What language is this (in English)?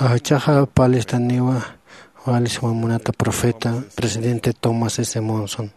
Aymara